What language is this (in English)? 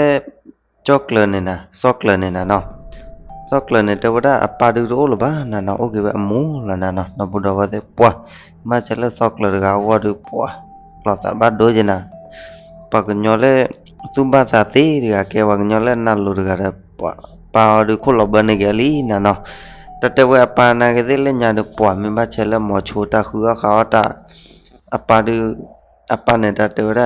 S'gaw Karen